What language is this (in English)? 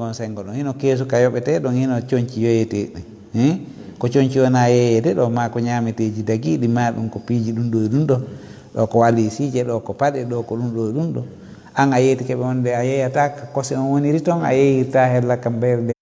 Fula